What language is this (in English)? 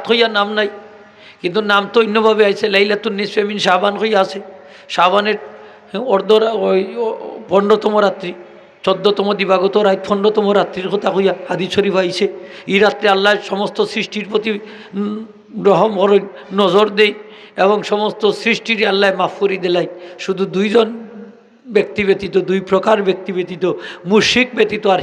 Sylheti